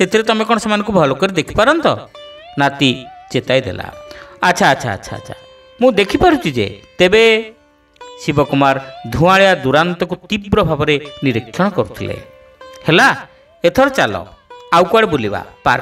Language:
Odia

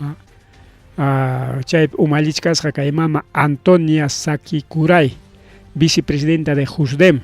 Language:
Ayacucho Quechua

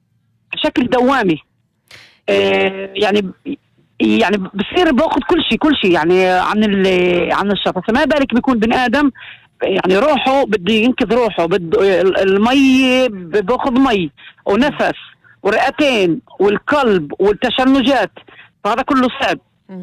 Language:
North Levantine Arabic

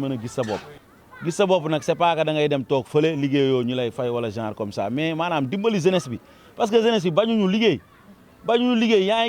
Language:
Wolof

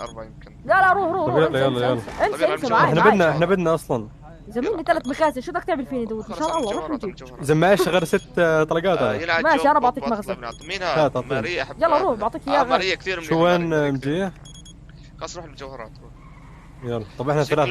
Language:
North Levantine Arabic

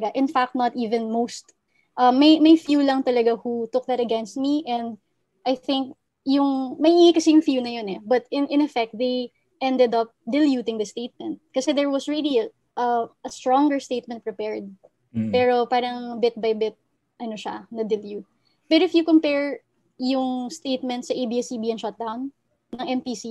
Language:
Filipino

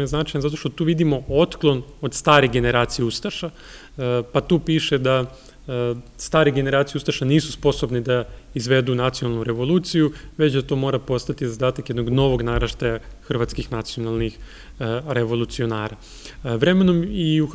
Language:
Serbian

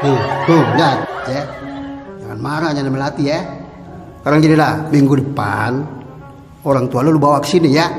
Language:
Betawi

